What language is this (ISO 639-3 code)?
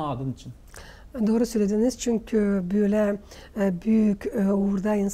gag